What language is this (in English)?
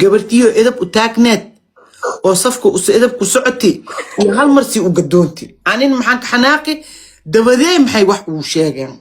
Somali